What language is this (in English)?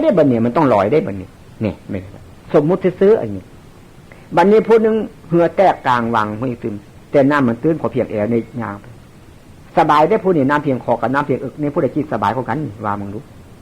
Northeastern Thai